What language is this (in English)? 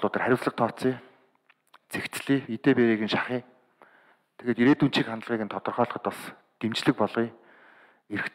Mongolian